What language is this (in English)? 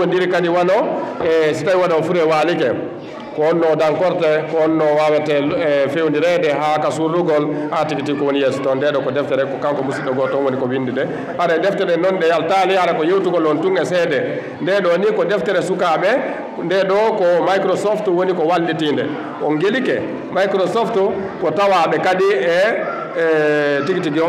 Fula